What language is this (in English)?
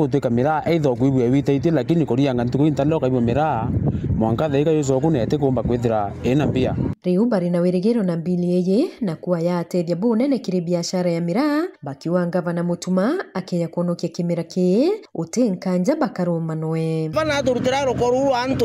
Meru